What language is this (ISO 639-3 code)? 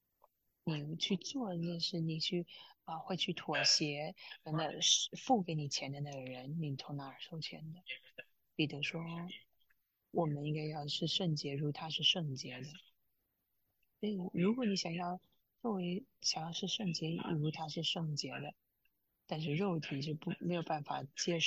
zho